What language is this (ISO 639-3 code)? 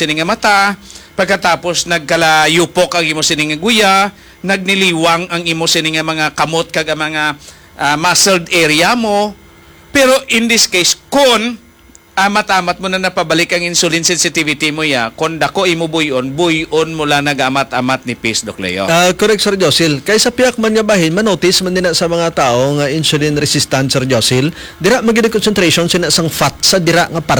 hil